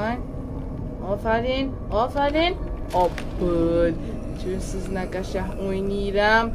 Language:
South Azerbaijani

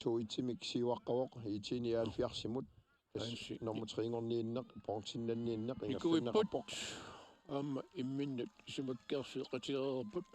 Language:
Kalaallisut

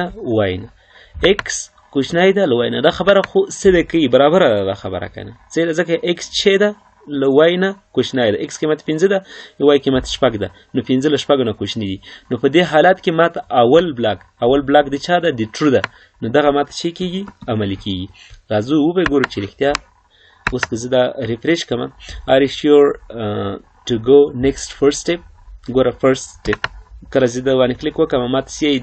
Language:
Pashto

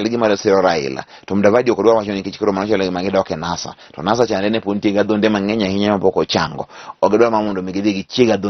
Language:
Luo (Kenya and Tanzania)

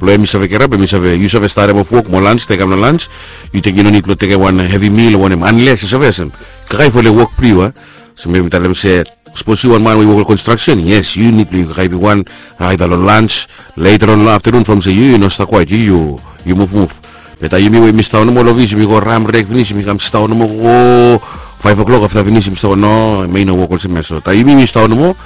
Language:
Bislama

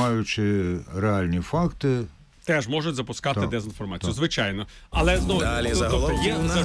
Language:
Ukrainian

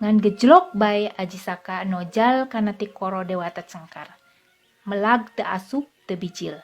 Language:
Sundanese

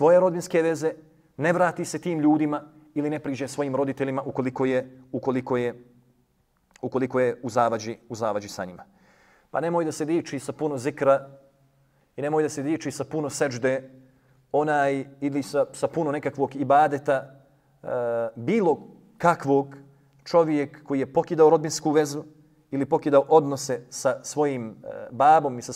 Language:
Bosnian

